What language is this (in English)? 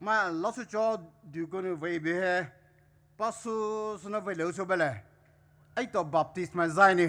Poumei Naga